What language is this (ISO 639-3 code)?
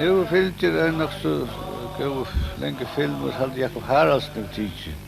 fao